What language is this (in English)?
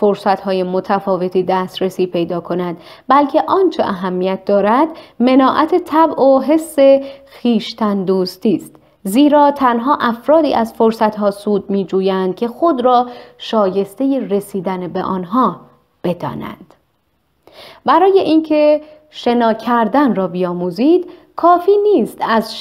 Persian